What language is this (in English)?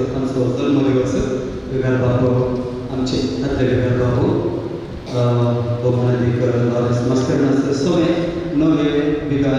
Konkani